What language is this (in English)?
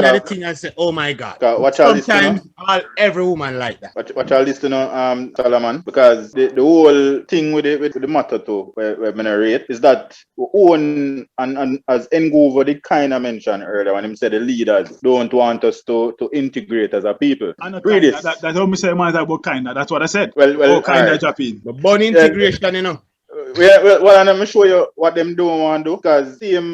Jamaican Creole English